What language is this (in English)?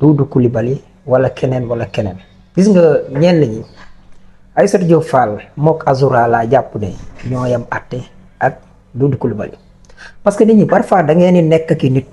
Wolof